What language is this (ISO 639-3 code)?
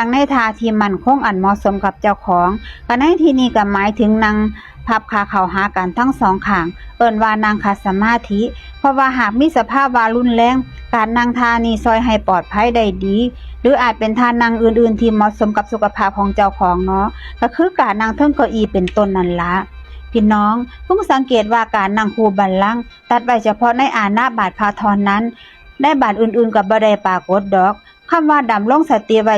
tts